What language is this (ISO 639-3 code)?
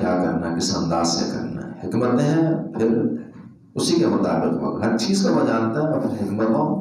urd